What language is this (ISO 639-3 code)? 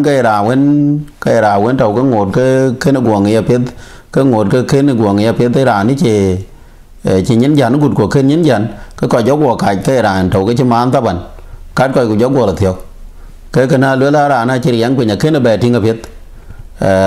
din